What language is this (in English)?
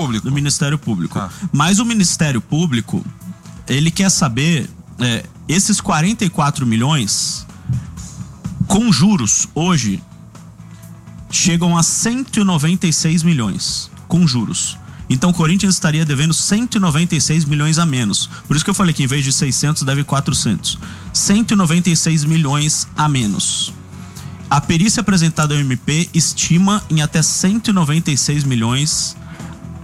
Portuguese